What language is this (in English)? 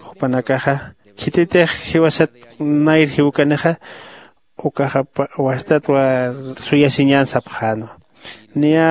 Aymara